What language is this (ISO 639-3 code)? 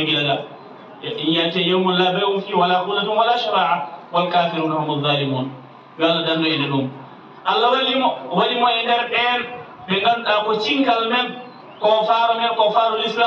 ful